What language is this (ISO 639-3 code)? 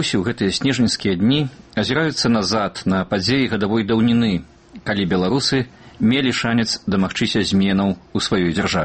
bel